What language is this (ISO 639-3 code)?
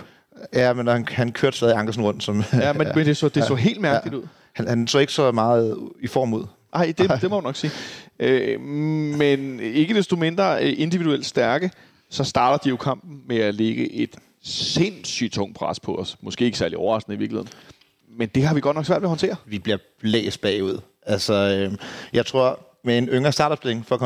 dan